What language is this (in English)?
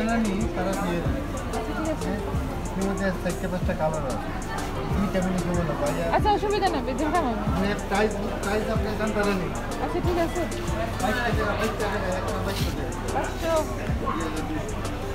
Bangla